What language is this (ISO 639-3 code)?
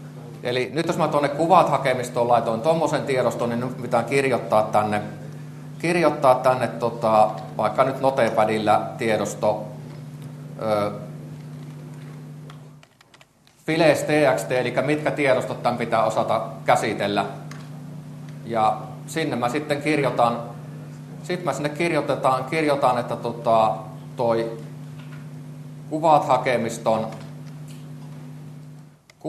fin